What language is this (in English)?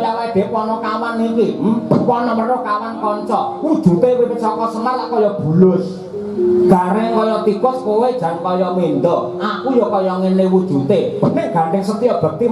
Javanese